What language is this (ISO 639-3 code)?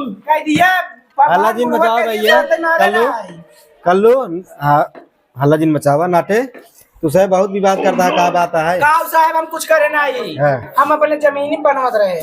awa